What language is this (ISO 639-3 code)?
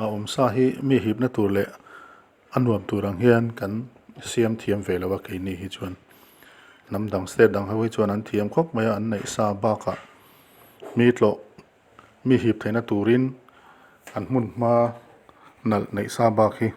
lus